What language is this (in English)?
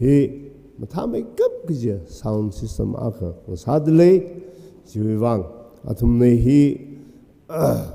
Tangkhul Naga (India)